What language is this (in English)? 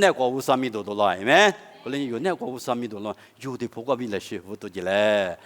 Lisu